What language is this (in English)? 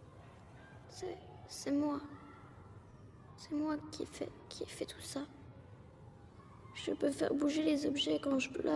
French